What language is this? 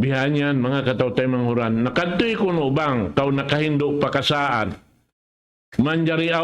Tausug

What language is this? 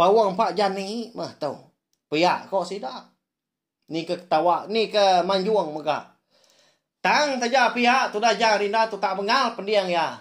Iban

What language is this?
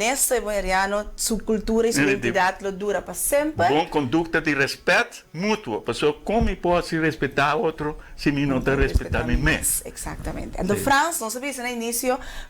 Papiamento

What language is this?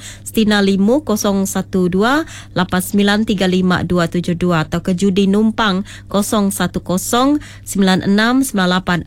Iban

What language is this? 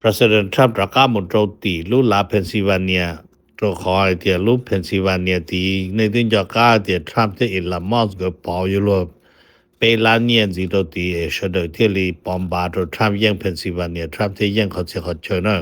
Hmong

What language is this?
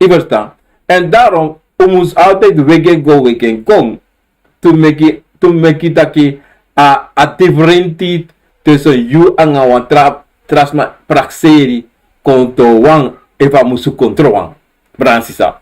Sranan Tongo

